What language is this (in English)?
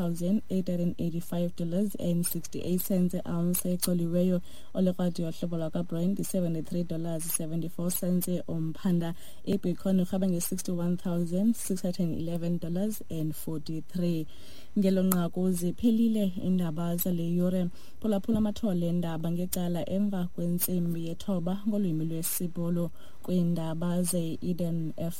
Xhosa